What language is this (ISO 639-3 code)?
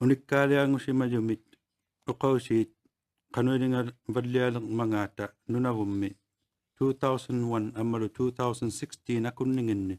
iku